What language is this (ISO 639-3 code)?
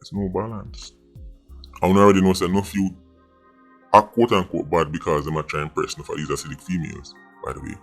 jam